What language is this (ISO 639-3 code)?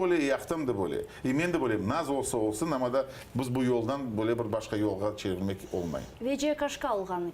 crh